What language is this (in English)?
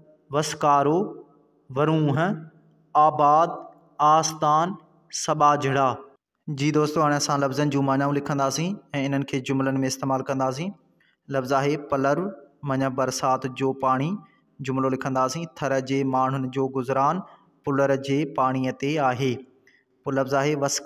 Sindhi